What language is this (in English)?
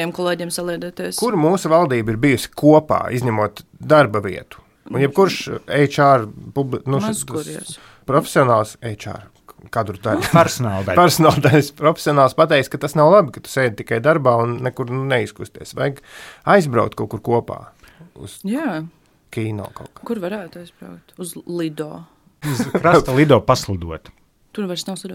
Latvian